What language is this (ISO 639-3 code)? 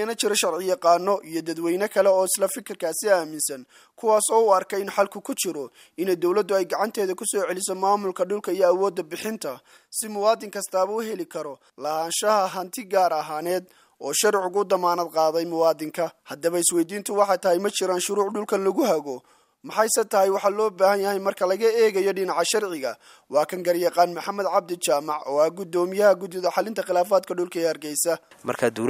som